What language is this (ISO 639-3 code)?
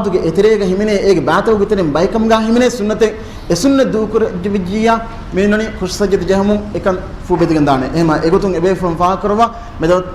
div